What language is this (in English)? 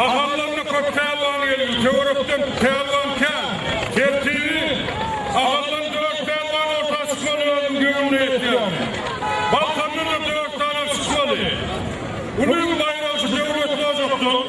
Turkmen